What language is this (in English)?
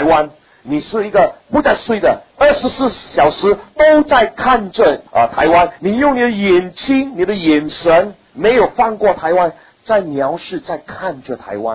Chinese